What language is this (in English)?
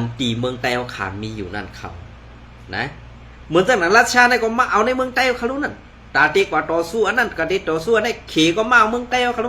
Shan